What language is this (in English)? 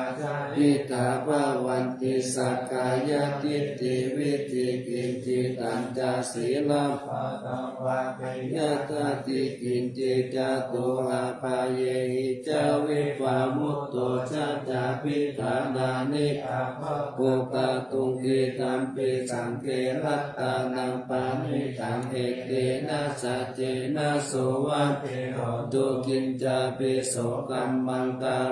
Pali